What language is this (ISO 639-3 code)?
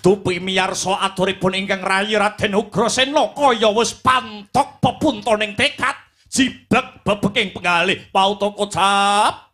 jav